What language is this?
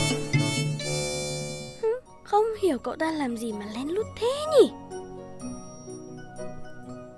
Vietnamese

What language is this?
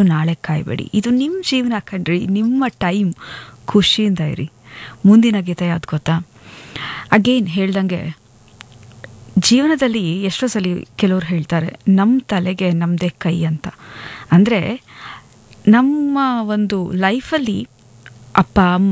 Kannada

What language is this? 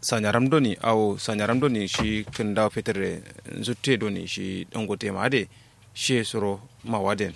Kanuri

